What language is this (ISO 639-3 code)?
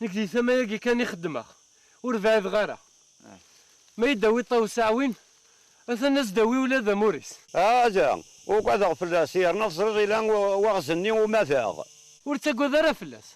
kab